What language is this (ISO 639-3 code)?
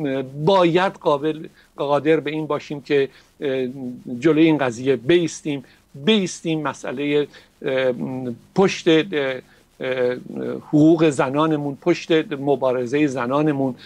fas